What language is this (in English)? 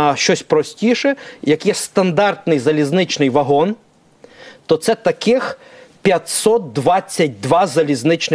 Ukrainian